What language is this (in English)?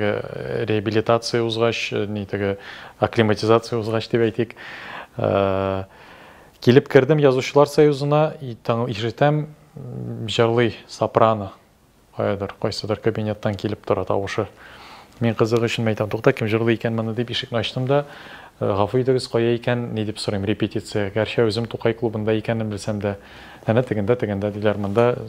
Tatar